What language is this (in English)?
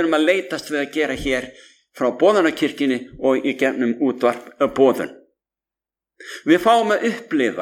Icelandic